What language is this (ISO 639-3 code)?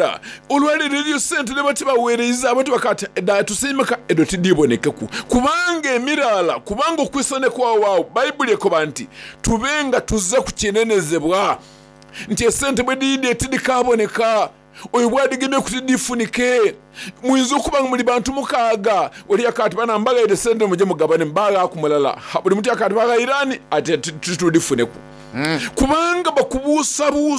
xog